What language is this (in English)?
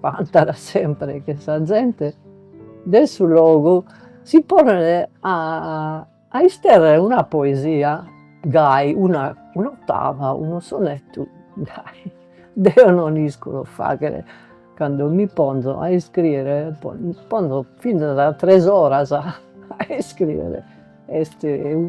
Sardinian